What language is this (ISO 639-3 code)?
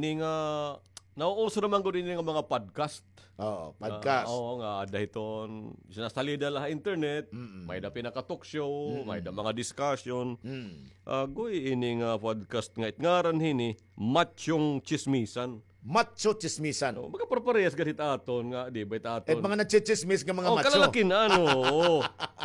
war